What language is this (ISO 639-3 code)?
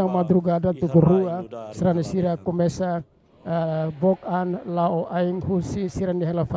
tet